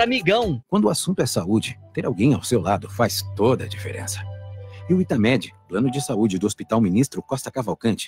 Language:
Portuguese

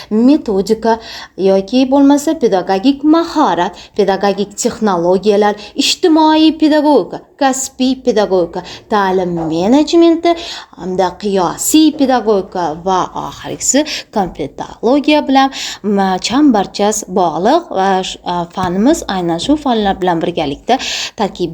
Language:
Uzbek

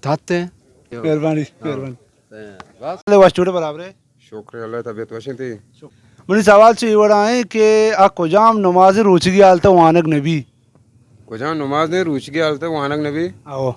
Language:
Baluchi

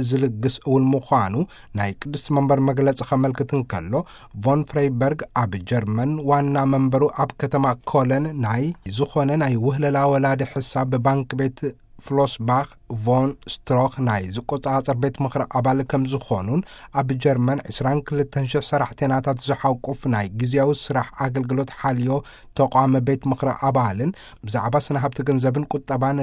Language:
Tigrinya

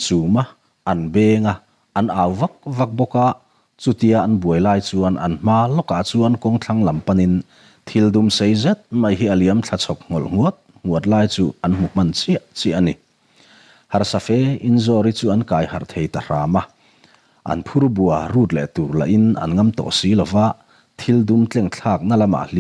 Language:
Mizo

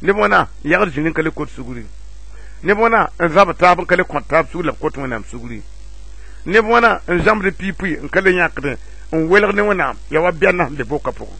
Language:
Mossi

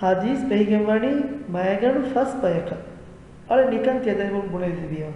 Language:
Divehi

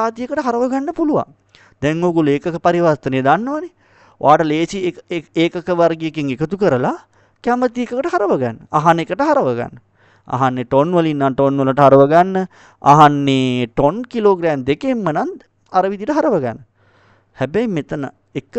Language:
Sinhala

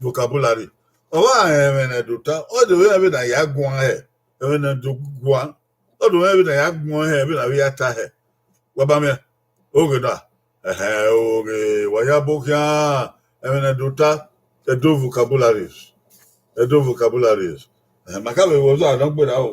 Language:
Bini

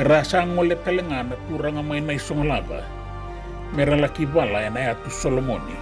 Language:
Fijian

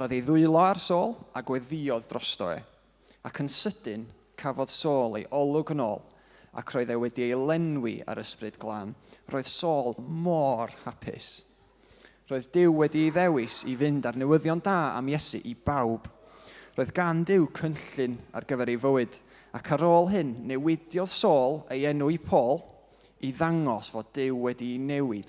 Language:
Welsh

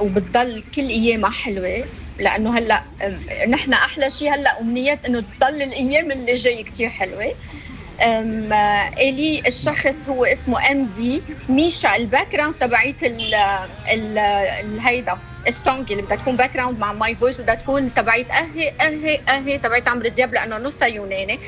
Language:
North Levantine Arabic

